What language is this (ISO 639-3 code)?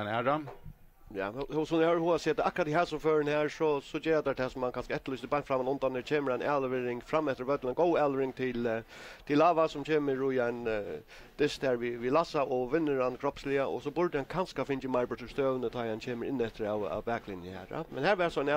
fao